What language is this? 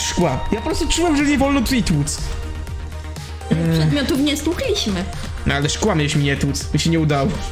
Polish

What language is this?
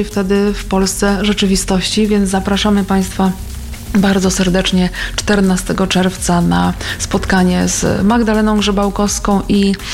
Polish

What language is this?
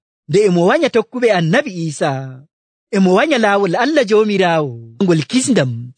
Nigerian Fulfulde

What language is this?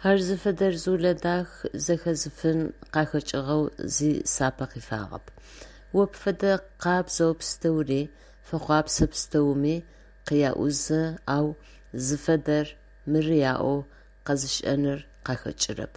Adyghe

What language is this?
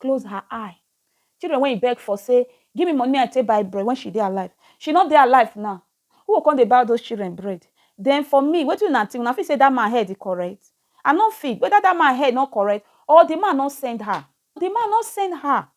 Nigerian Pidgin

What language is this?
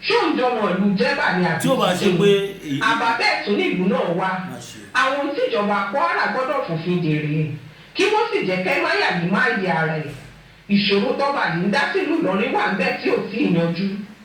Yoruba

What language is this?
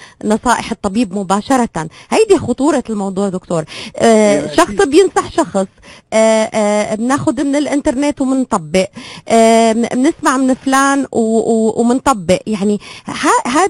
North Levantine Arabic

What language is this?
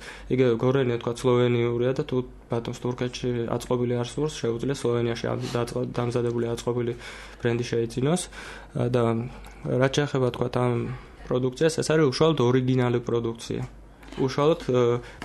Georgian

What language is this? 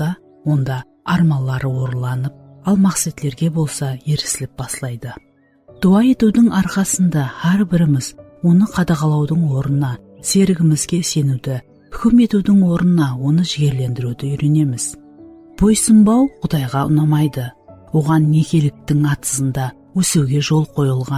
Kara-Kalpak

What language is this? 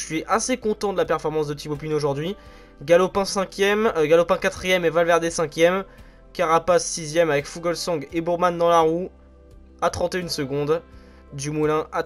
French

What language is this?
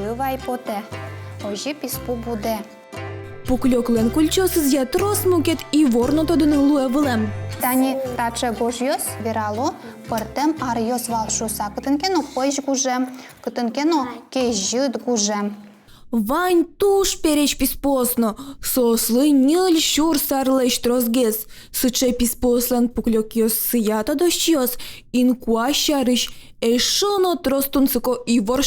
Udmurt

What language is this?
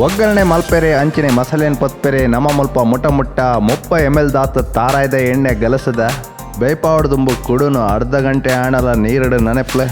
Tulu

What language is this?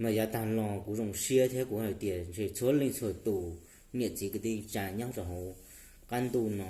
Hmong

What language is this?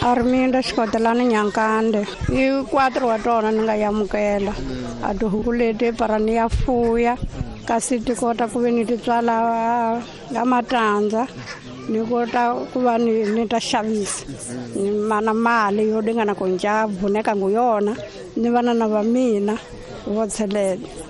Tsonga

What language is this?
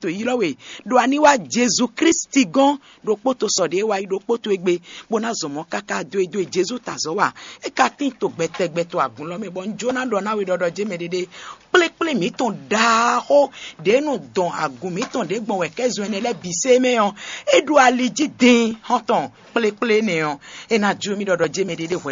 Fon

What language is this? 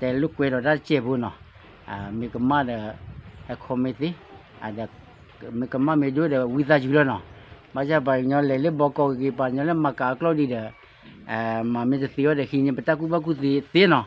S'gaw Karen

